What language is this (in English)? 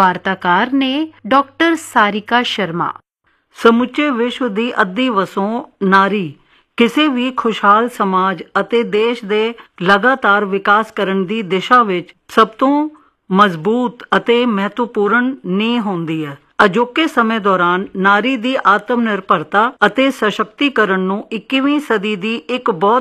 Punjabi